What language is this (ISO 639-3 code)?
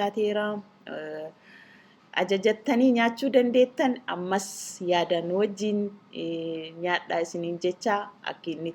orm